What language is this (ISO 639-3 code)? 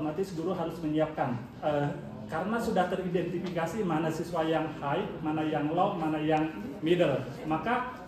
ind